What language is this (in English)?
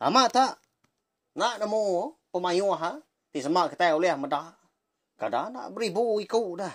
Iban